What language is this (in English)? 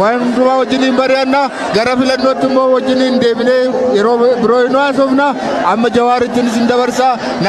Oromo